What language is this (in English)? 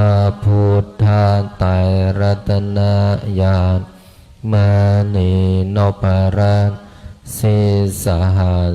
Pali